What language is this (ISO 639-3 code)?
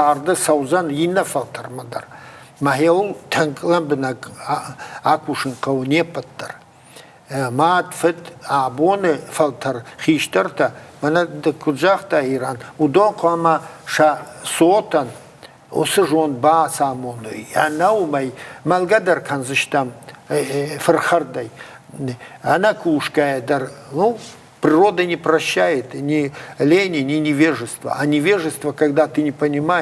oss